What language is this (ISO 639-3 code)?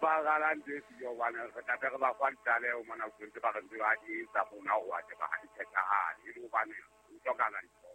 sot